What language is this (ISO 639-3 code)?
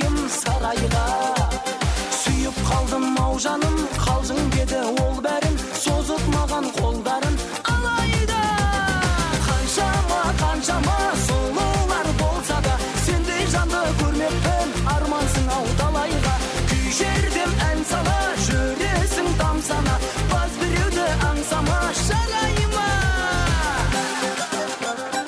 kaz